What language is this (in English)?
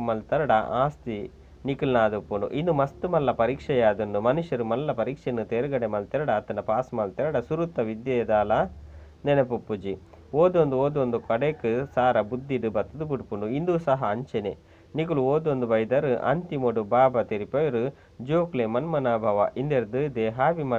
Tulu